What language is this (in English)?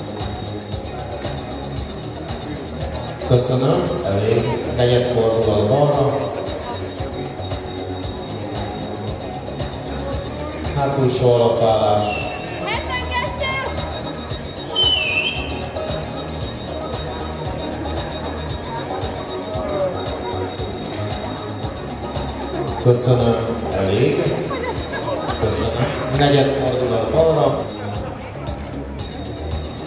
Hungarian